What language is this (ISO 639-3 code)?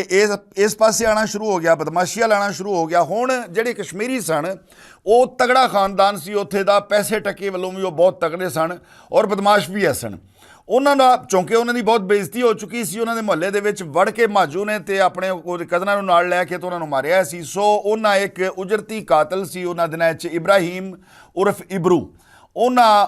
lah